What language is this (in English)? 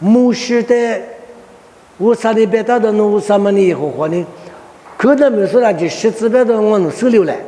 Lisu